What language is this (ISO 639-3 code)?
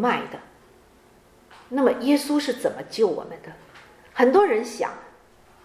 zho